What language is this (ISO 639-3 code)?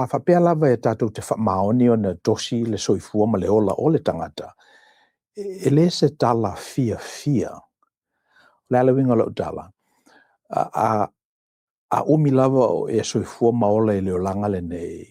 smo